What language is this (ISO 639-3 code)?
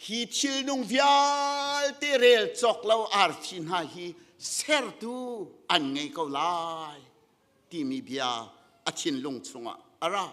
cnh